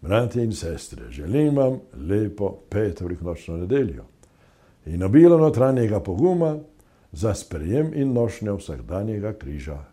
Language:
Slovenian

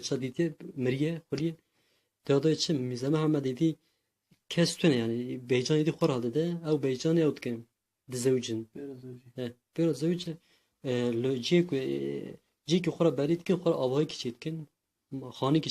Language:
Kurdish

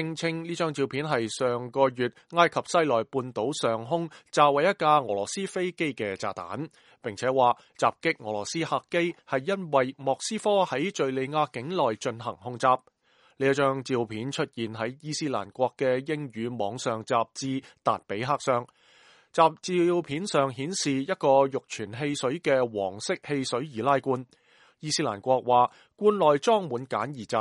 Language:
Cantonese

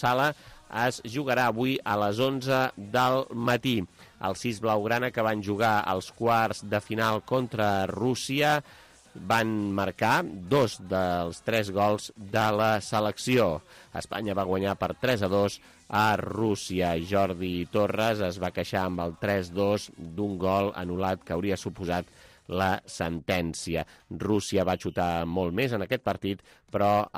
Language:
Catalan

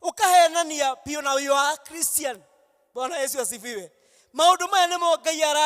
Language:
Kikuyu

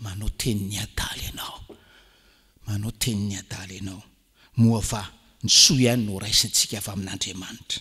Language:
Malagasy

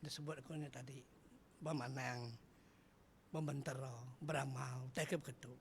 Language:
Iban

